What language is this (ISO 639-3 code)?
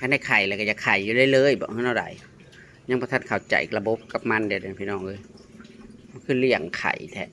tts